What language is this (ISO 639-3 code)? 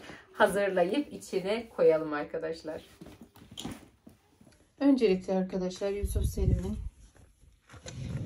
tur